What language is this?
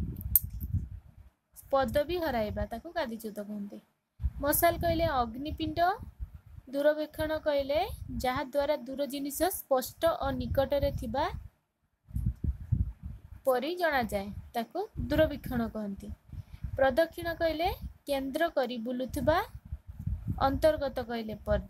Odia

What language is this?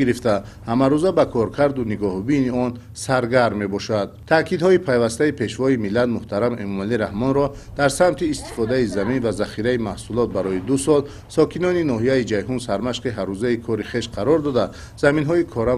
Tajik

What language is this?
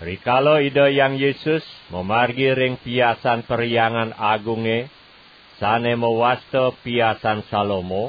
Balinese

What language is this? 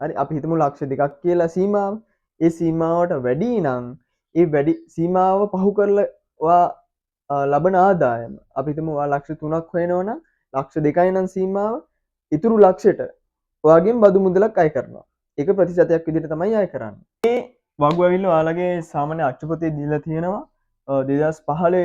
Sinhala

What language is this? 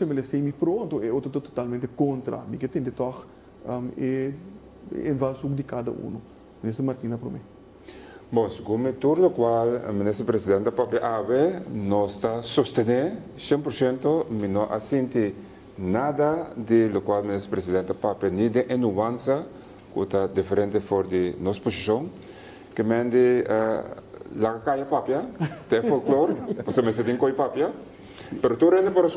Papiamento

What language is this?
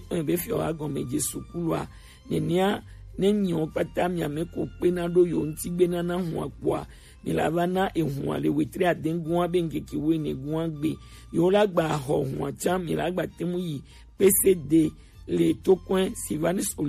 Gen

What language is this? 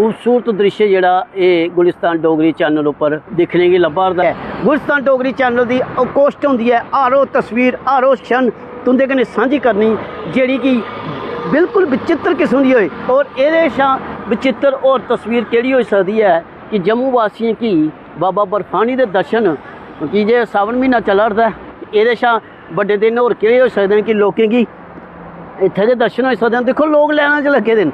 Dogri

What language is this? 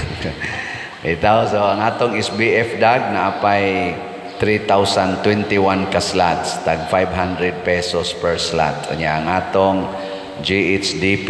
Cebuano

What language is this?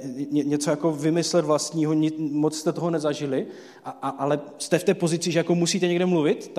Czech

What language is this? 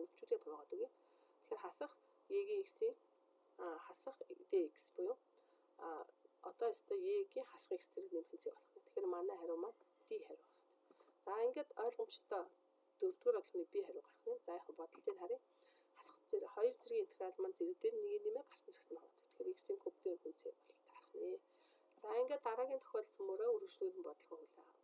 Mongolian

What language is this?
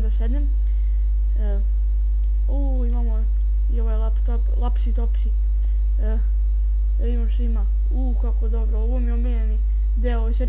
Serbian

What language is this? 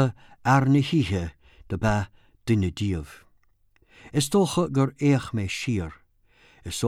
Irish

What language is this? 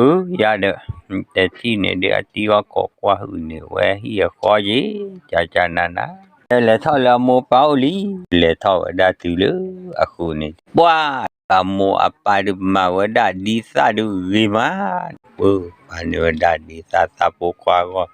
S'gaw Karen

